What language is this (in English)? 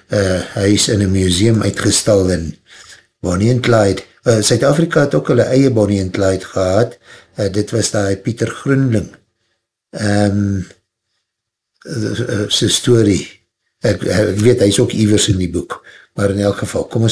Afrikaans